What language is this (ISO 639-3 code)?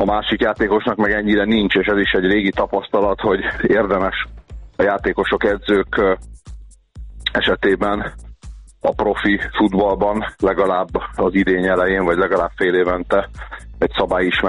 hun